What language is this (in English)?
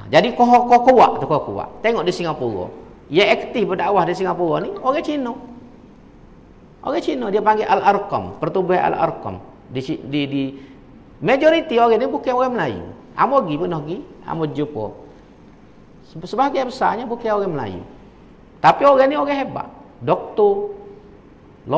Malay